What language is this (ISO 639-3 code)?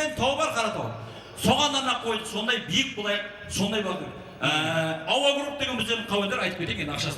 kaa